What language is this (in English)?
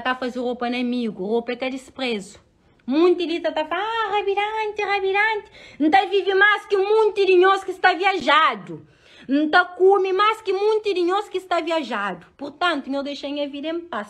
Kabuverdianu